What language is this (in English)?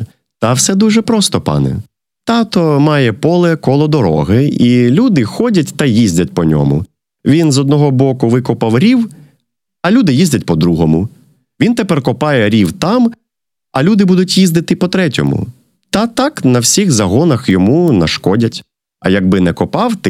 Ukrainian